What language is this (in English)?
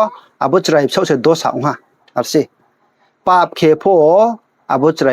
Riang (India)